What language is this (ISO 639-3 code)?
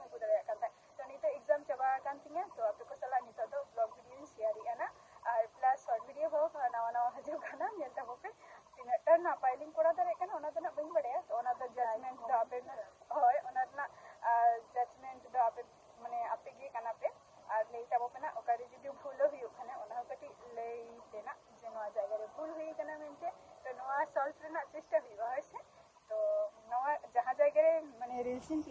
sat